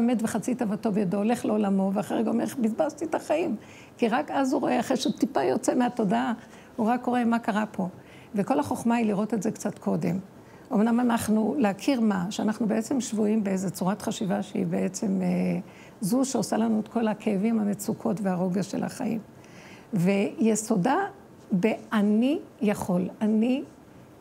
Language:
Hebrew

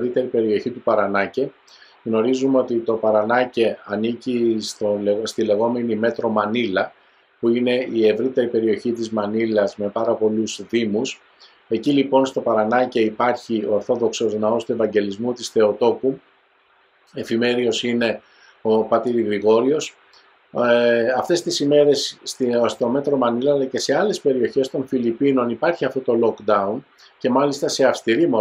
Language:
Greek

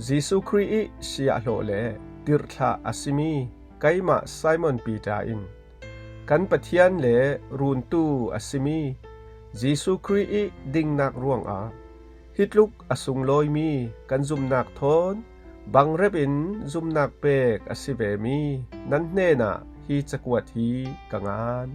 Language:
Falam Chin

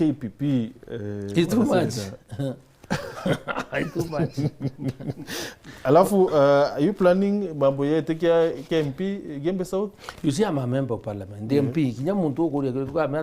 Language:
Meru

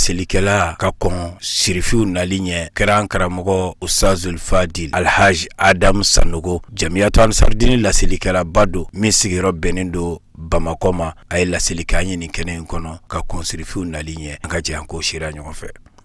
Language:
Bambara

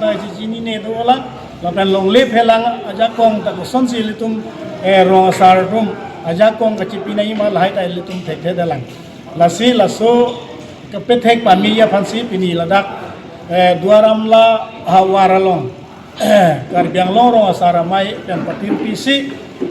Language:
Karbi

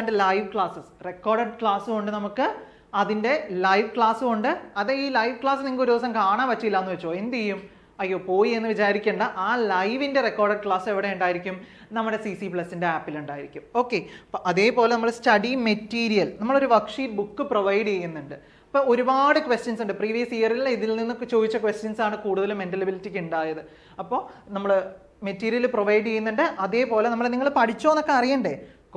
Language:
Malayalam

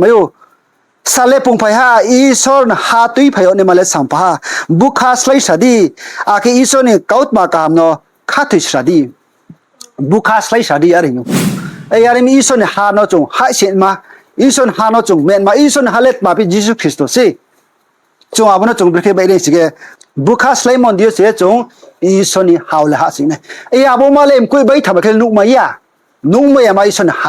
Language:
Riang (India)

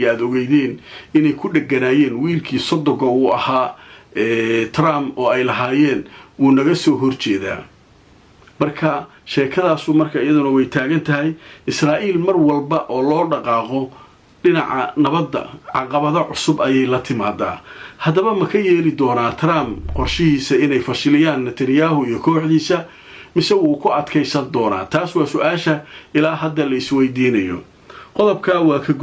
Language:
Somali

